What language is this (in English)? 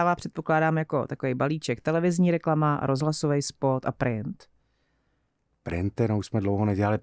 Czech